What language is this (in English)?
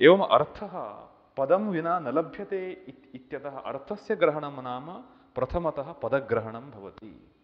Sanskrit